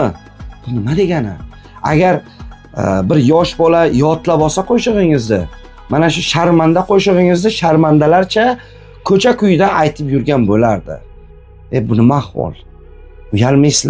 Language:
Uzbek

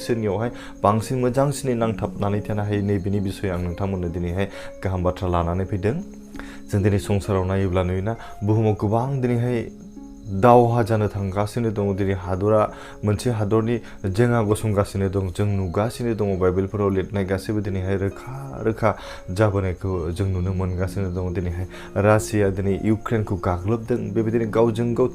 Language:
Bodo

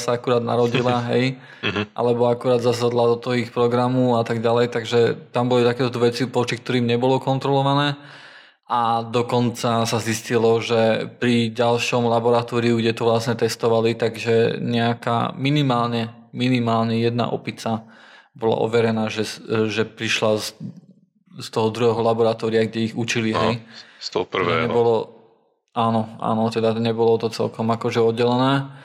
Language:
Slovak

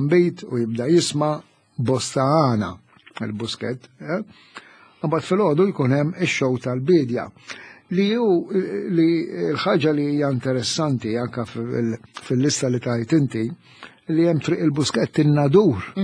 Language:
Maltese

